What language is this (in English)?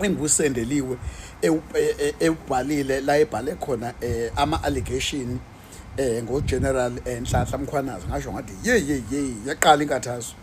Zulu